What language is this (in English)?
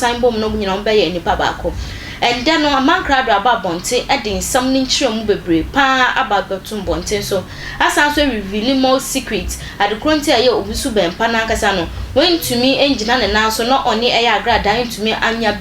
Akan